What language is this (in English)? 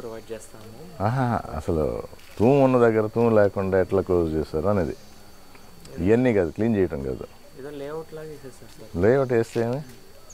Telugu